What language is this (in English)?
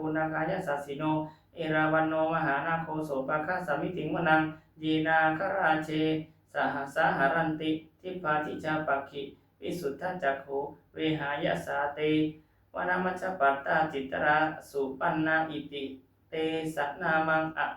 Pali